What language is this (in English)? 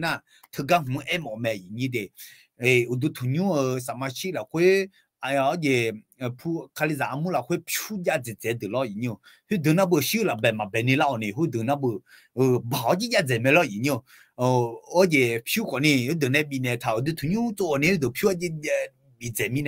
Akha